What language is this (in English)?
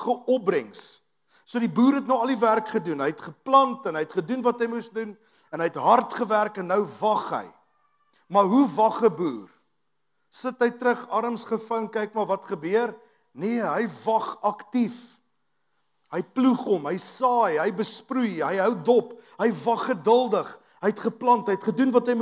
Afrikaans